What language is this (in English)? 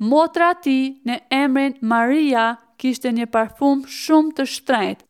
Albanian